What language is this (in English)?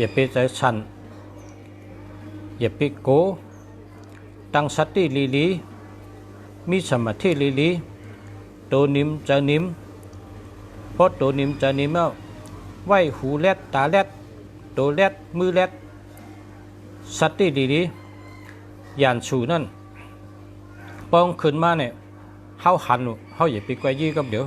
Shan